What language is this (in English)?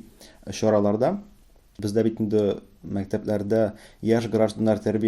Tatar